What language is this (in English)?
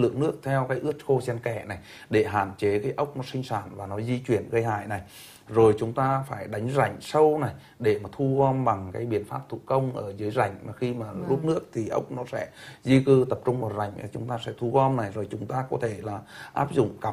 Vietnamese